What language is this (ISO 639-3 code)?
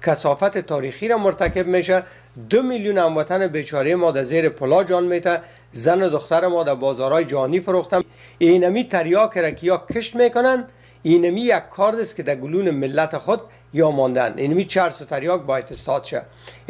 fas